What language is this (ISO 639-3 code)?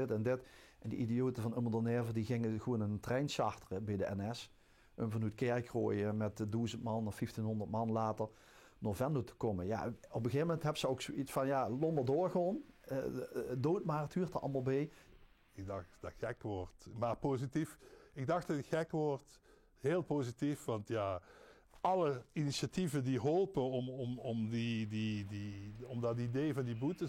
lim